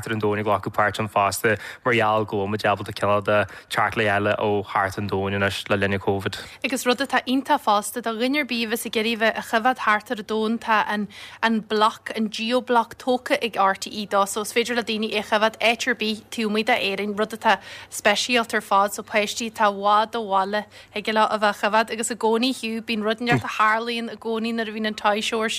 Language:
Irish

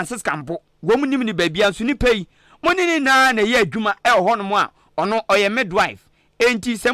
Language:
Akan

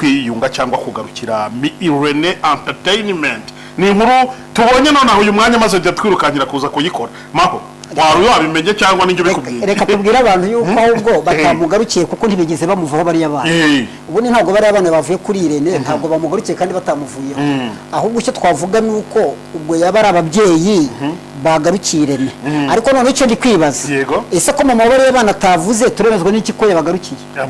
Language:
Kinyarwanda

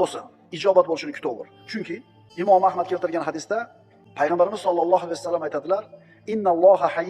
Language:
Uzbek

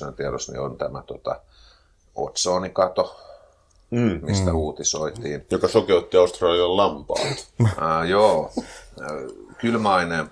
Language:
Finnish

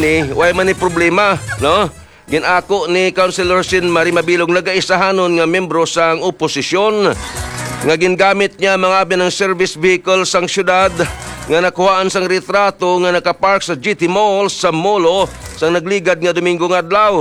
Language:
Hiligaynon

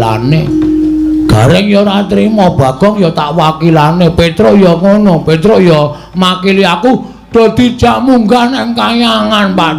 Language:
Javanese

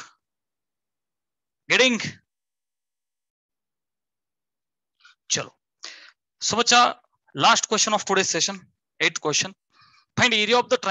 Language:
Marathi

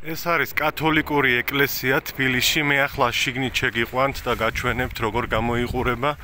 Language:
Georgian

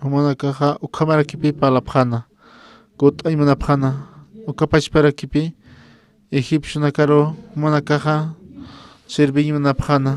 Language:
Aymara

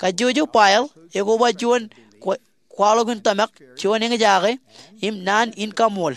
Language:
Marshallese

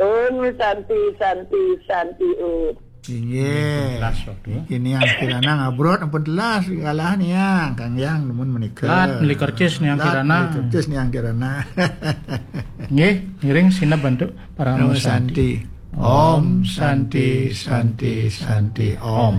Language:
Balinese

